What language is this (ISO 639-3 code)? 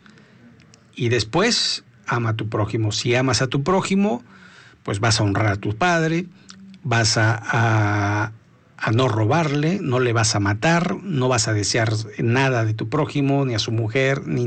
spa